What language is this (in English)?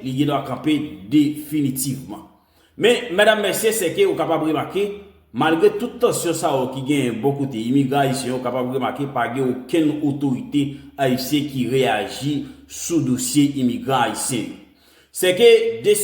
Haitian Creole